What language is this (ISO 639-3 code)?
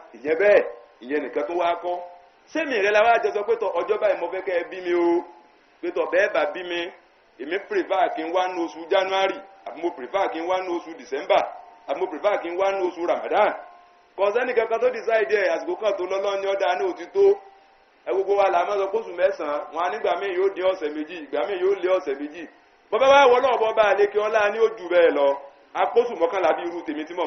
yor